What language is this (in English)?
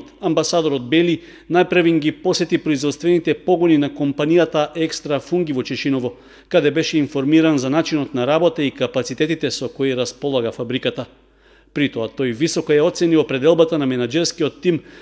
Macedonian